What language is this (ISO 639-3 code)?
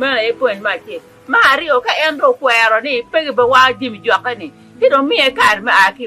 ach